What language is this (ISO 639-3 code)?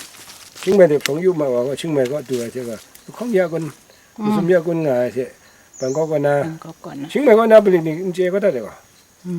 kac